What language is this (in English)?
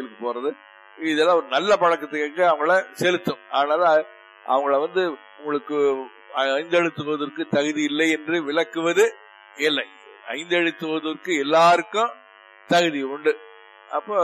Tamil